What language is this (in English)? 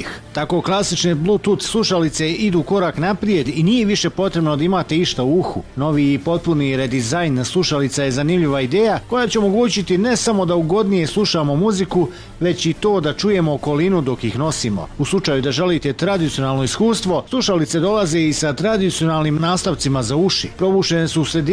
Bosnian